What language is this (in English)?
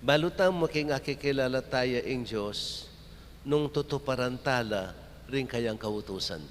Pampanga